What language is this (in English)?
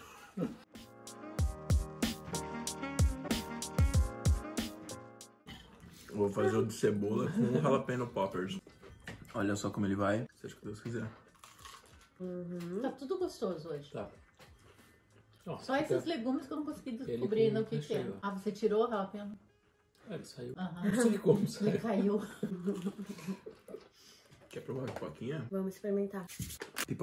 Portuguese